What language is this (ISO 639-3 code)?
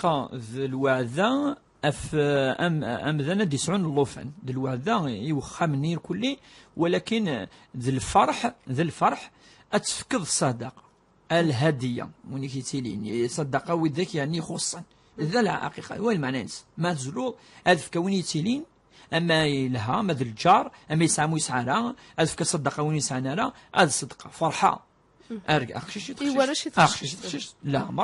kab